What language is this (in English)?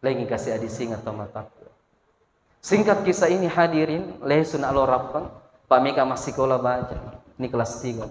Buginese